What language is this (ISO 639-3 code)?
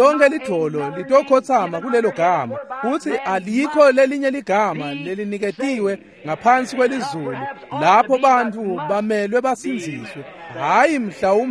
ssw